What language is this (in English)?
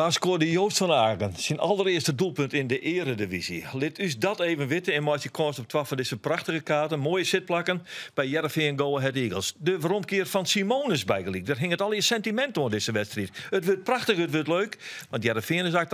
Western Frisian